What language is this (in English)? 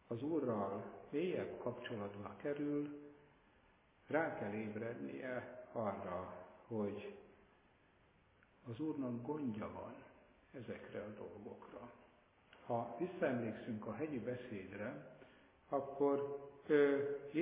Hungarian